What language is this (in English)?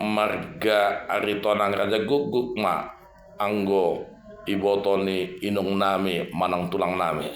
Batak Toba